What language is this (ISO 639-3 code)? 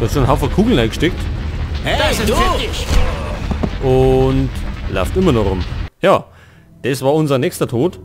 bar